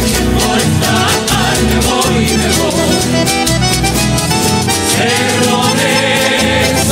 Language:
Spanish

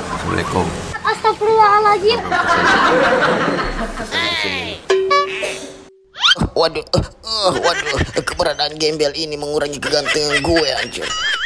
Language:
Indonesian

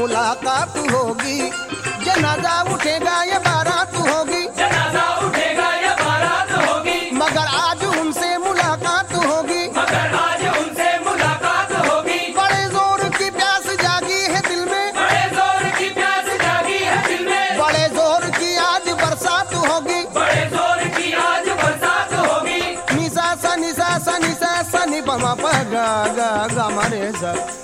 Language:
Hindi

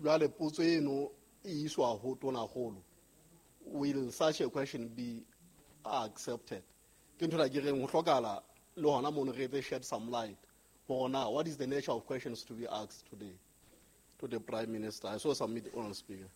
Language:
Southern Sotho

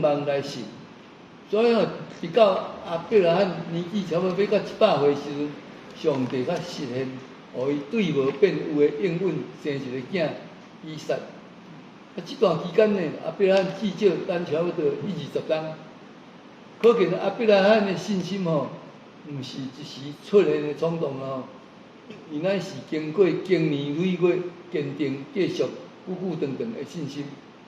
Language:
Min Nan Chinese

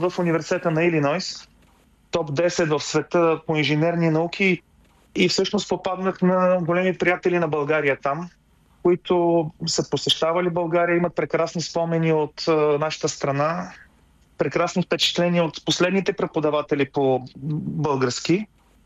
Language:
Bulgarian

